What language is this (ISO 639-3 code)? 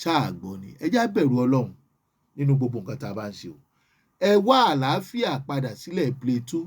yor